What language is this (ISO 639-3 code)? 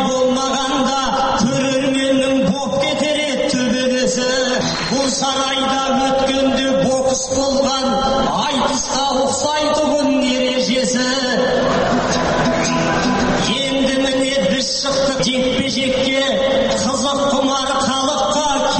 kaz